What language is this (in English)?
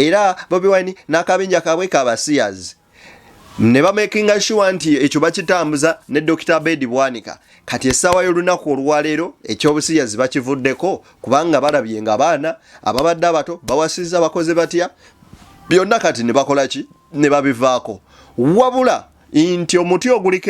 Ganda